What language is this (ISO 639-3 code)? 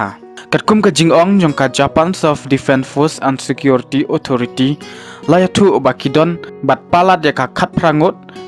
kha